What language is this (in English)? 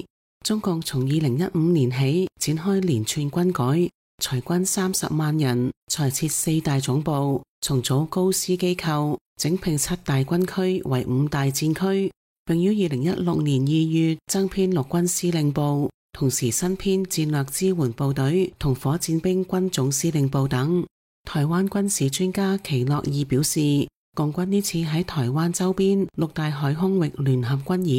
Cantonese